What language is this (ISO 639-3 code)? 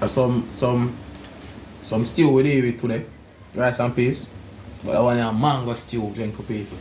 jam